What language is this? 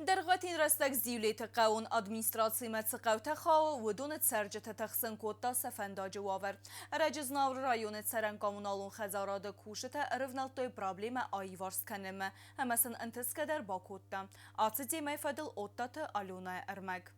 Ossetic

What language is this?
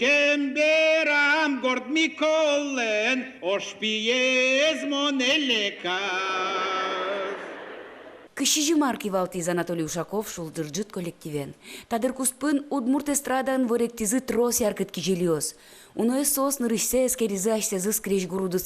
Udmurt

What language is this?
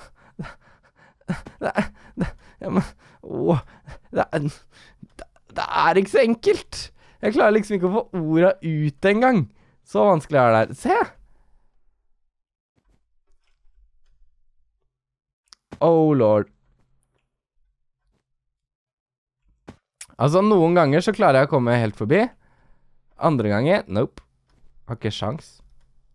Norwegian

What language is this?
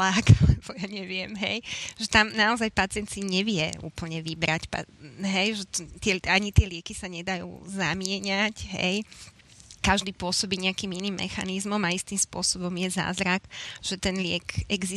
Slovak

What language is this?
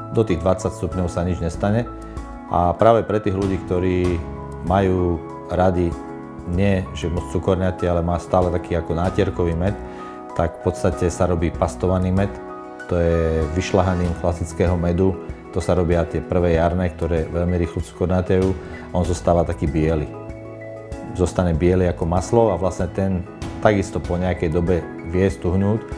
Slovak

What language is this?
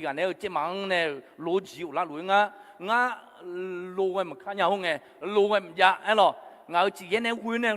Akha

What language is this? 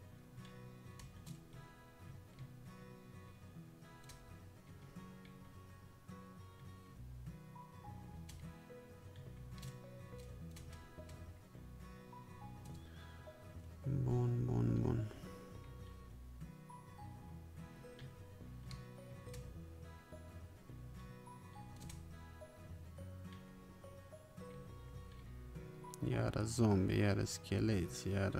Romanian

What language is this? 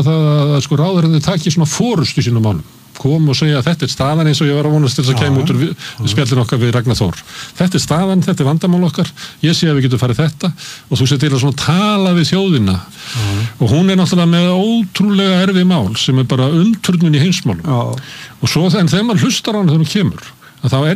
Icelandic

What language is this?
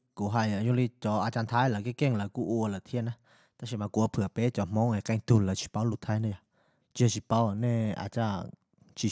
Hmong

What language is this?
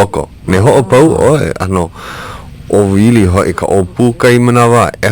Hawaiian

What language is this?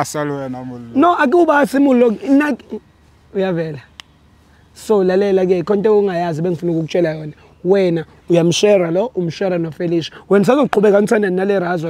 Zulu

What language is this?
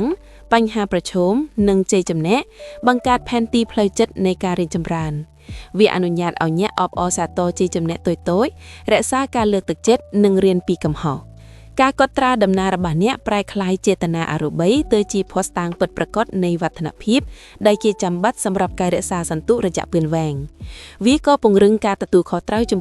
Khmer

